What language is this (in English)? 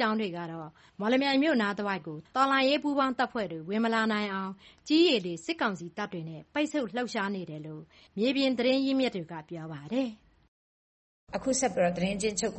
Burmese